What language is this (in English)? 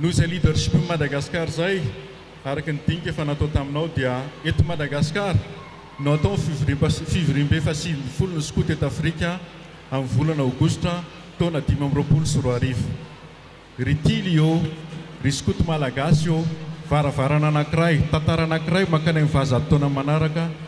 Malagasy